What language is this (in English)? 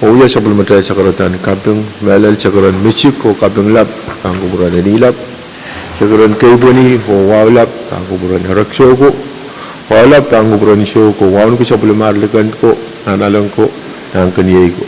Pohnpeian